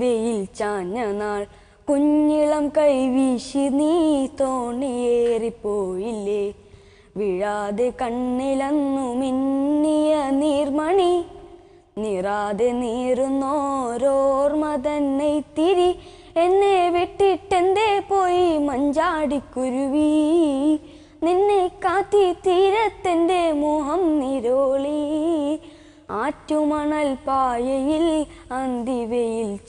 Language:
Malayalam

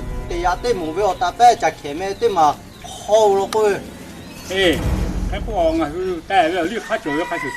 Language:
Lahu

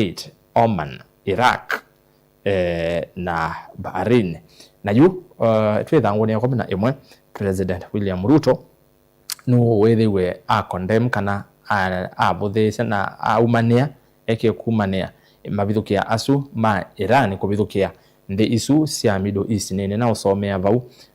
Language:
Kamba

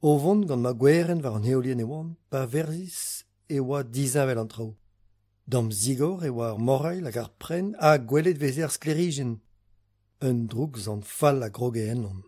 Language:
Breton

